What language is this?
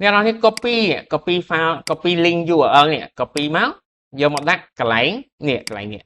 Khmer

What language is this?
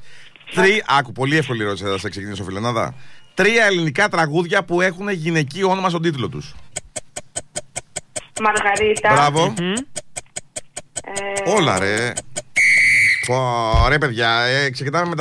Greek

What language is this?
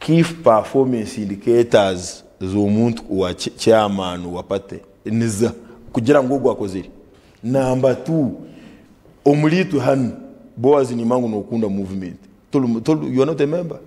Nyankole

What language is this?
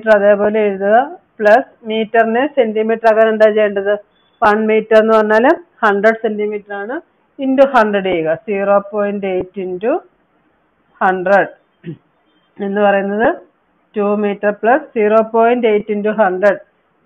Malayalam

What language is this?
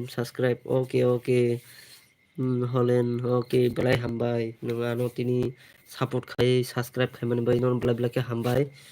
Kok Borok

